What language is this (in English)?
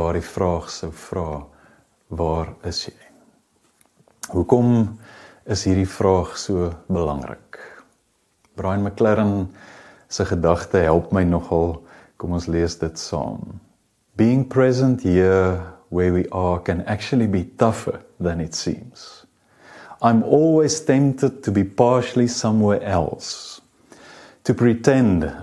Afrikaans